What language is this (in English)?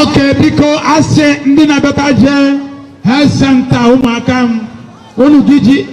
Igbo